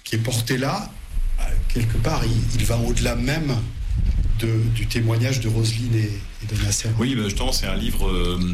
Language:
French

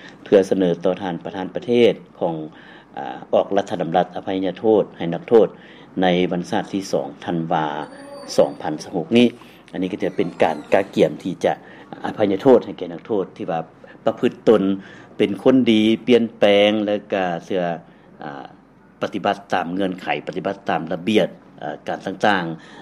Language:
Lao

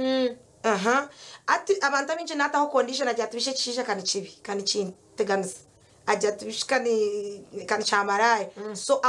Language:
Nyankole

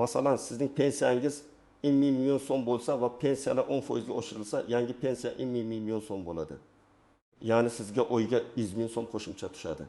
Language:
Uzbek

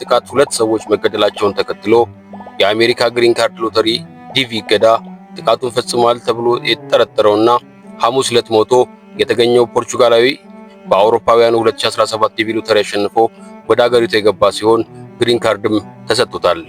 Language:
Amharic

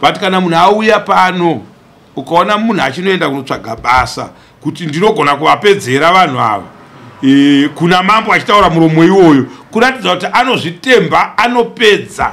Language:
Shona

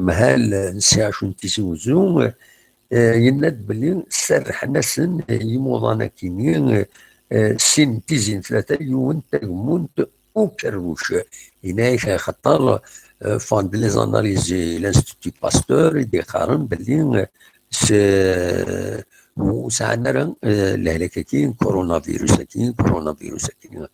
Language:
Kabyle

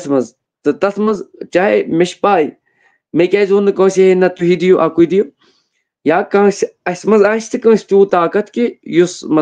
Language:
Kashmiri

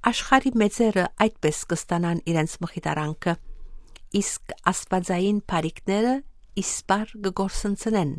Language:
Armenian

